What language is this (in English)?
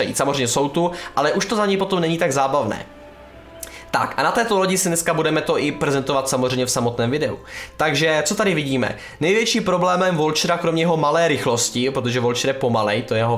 Czech